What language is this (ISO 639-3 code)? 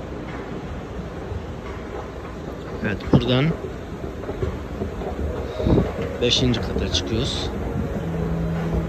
tur